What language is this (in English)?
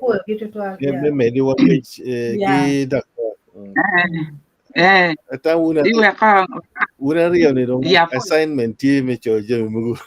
Acoli